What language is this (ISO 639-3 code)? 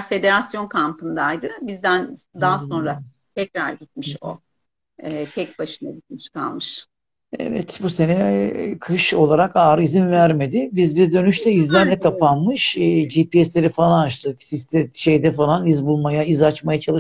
tur